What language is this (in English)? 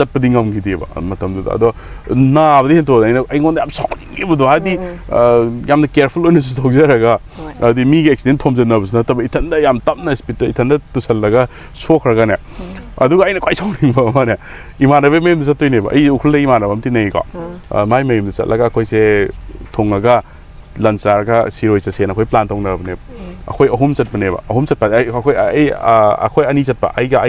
Manipuri